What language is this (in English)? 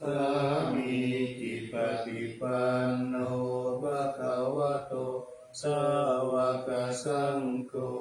Pali